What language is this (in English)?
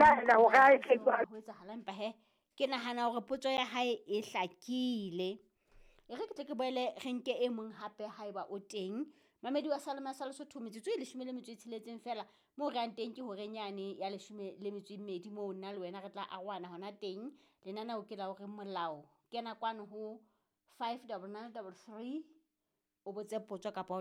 Southern Sotho